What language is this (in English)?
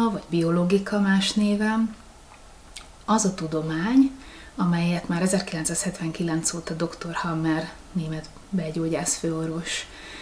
Hungarian